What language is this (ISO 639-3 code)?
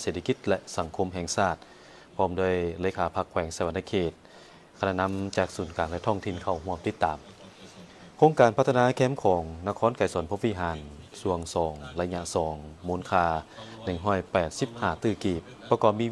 lao